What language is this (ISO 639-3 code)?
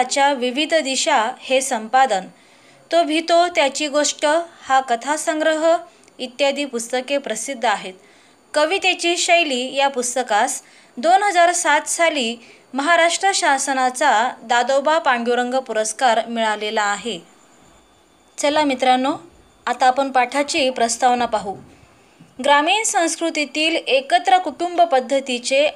mar